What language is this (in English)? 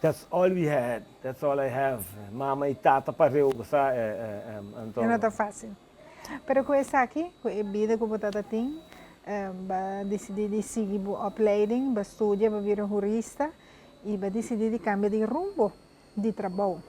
Papiamento